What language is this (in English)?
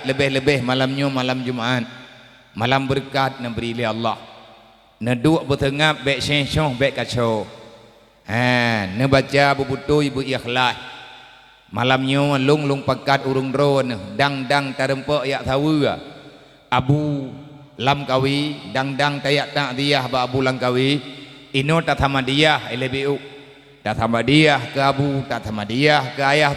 Achinese